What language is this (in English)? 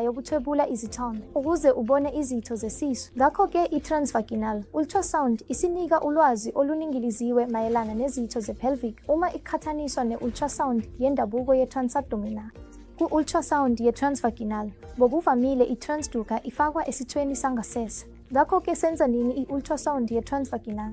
Zulu